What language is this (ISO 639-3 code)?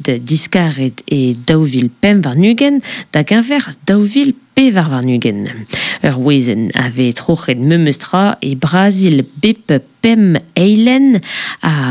bre